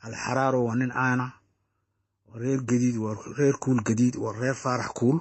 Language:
Somali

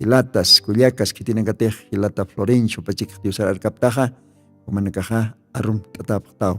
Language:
Aymara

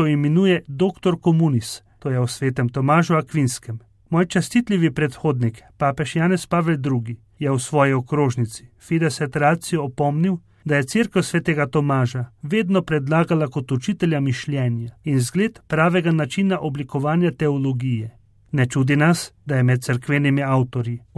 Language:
Slovenian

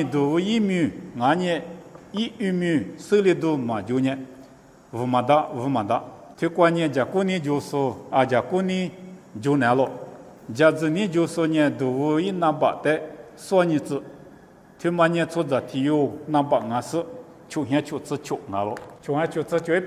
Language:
Lisu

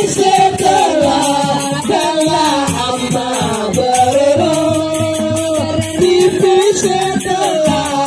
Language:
Balinese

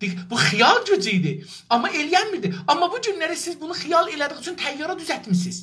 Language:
South Azerbaijani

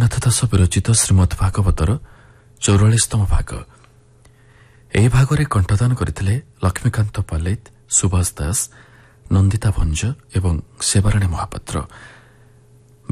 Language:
Odia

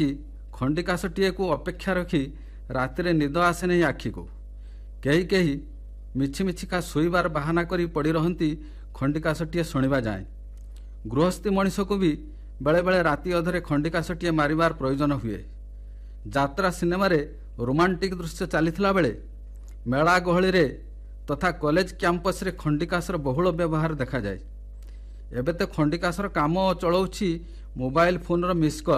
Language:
Odia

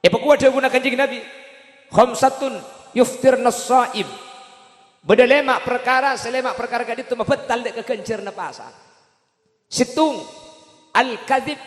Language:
Madurese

